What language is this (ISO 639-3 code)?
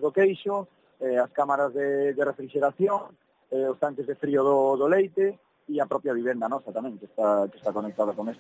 glg